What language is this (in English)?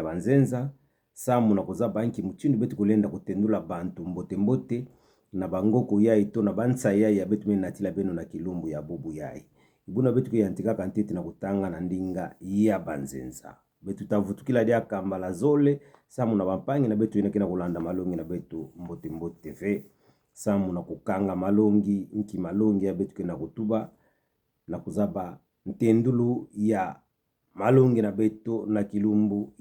Kituba (Democratic Republic of Congo)